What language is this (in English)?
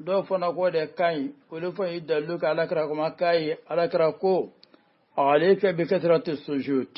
Bambara